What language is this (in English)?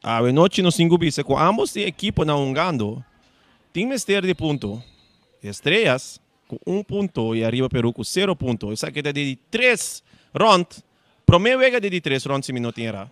Papiamento